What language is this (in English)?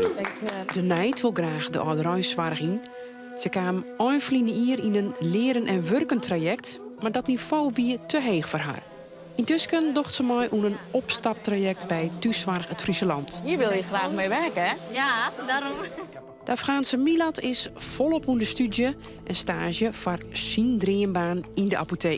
Western Frisian